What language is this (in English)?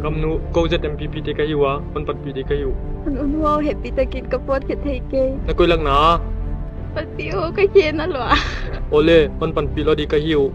Paite Chin